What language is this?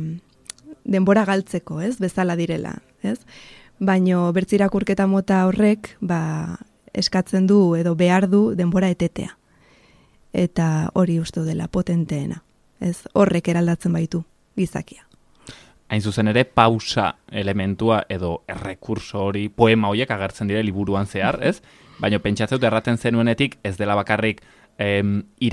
Basque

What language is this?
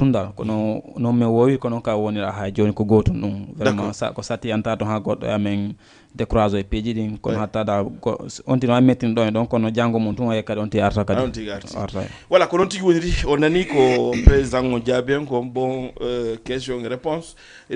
Fula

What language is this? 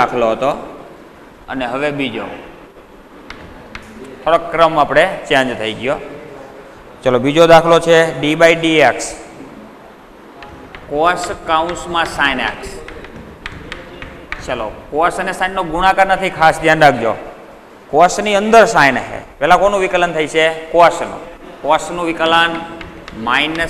Gujarati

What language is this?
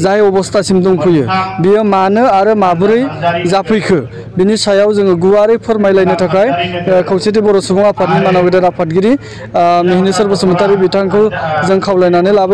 Bodo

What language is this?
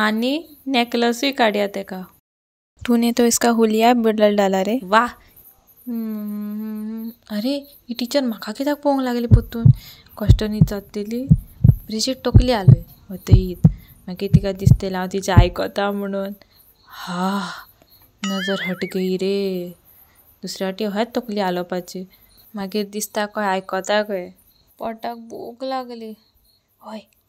Konkani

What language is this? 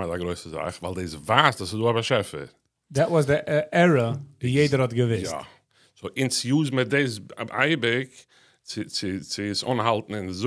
Yiddish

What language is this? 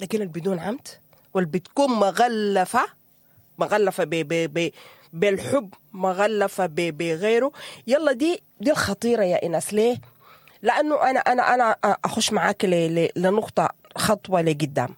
Sudanese Arabic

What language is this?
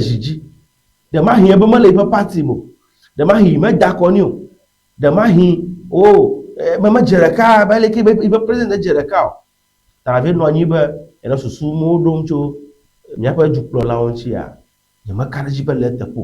Ewe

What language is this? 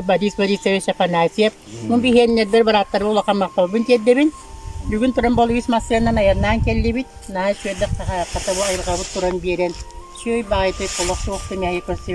Yakut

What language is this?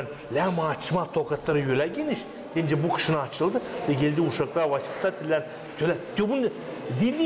Gagauz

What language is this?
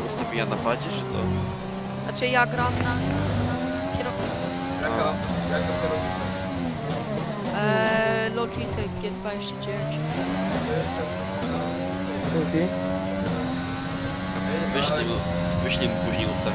Polish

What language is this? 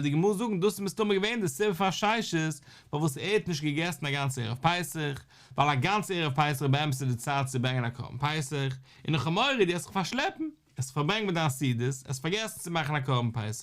Yiddish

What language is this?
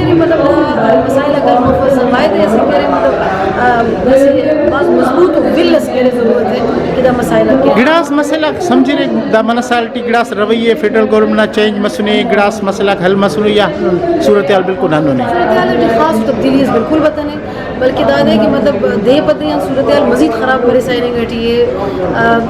Brahui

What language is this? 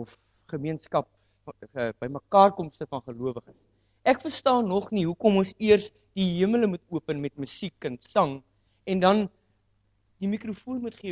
Afrikaans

